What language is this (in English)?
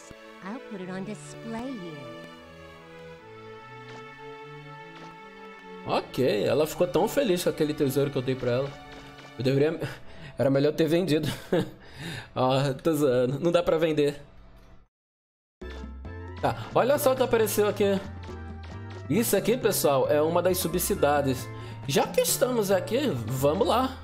Portuguese